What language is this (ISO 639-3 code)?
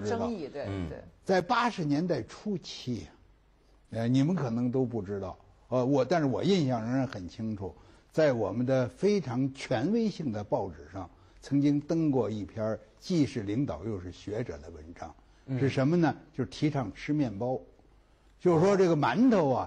zho